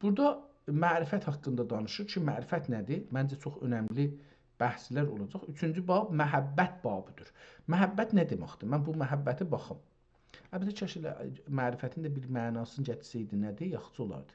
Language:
South Azerbaijani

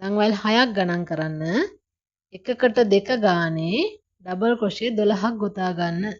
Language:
Sinhala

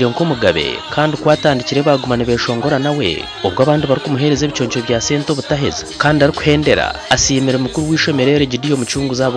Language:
Nyankole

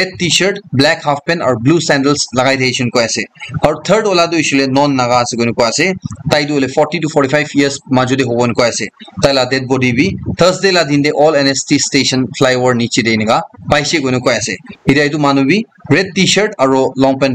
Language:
Naga Pidgin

